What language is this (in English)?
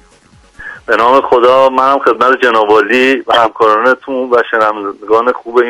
Persian